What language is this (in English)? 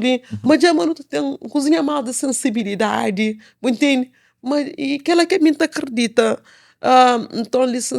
Kabuverdianu